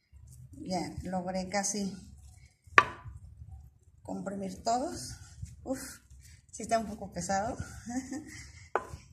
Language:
Spanish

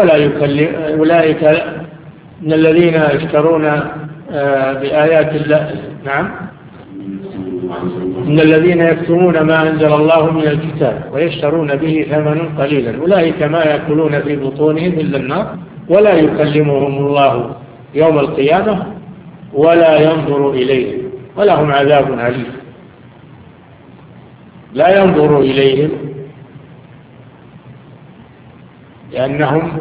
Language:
Arabic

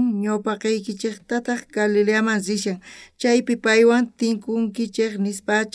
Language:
South Bolivian Quechua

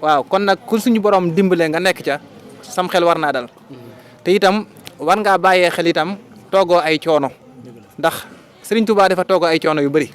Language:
Wolof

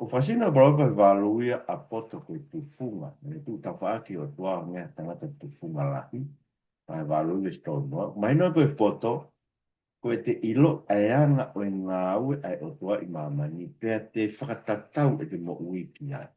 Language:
Tongan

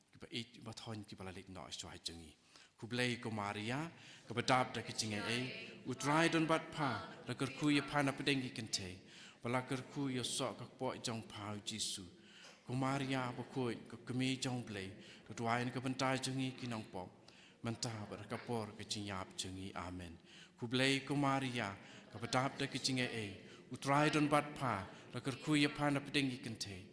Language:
Khasi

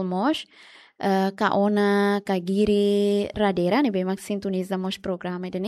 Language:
Tetum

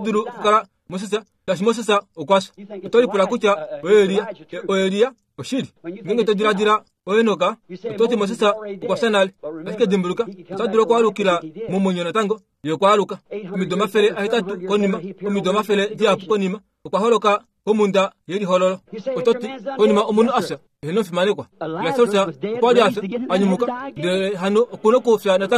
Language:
Kuanyama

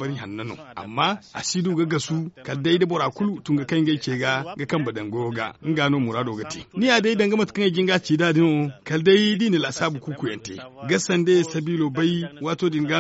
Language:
Zarma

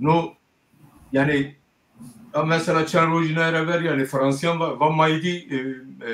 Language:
Zaza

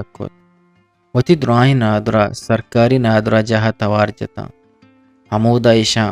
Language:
Eastern Balochi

